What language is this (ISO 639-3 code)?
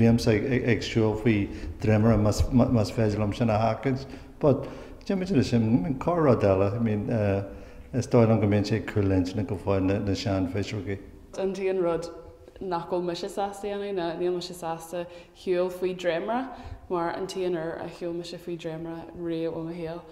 gle